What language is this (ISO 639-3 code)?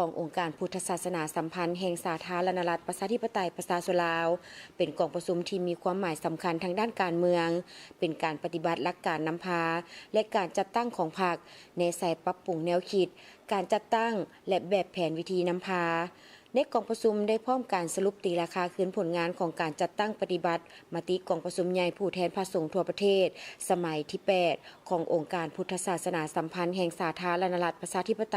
lao